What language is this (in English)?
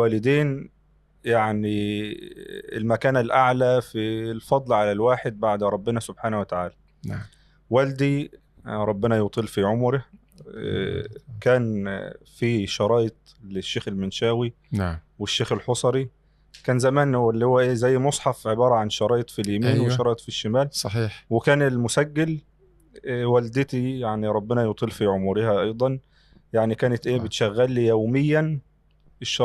Egyptian Arabic